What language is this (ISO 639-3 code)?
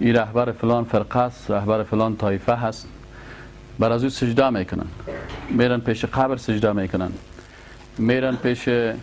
fas